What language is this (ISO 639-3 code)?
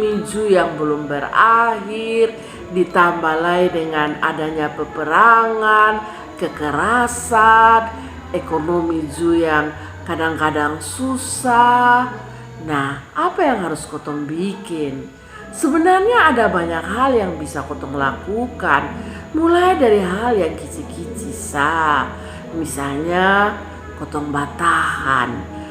mkn